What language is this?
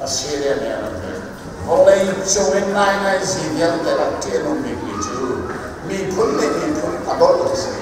Hakha Chin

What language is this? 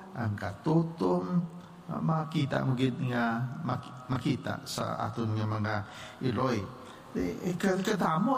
Hiligaynon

